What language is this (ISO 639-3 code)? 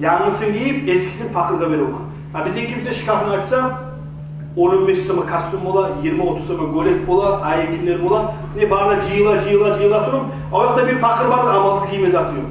kum